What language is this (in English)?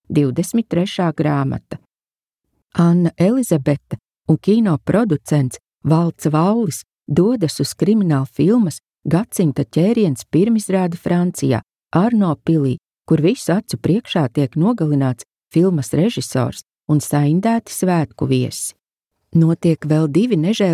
Latvian